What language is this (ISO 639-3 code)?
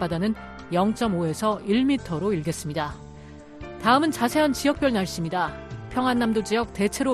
kor